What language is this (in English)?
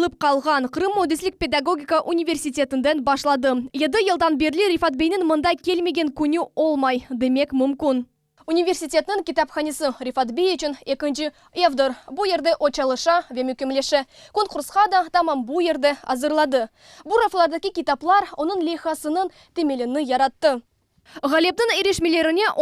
Crimean Tatar